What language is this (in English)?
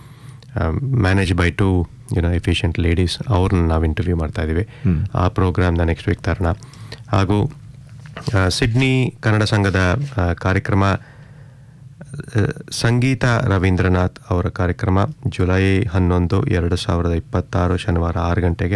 Kannada